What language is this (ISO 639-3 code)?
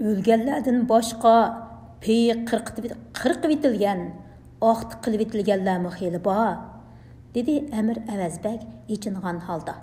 uig